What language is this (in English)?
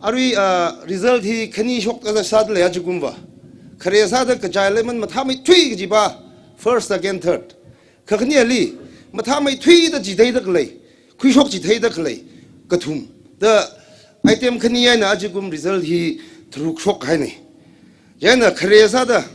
Tangkhul Naga (India)